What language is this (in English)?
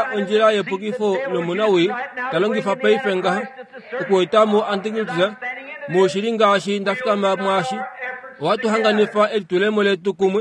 Kuanyama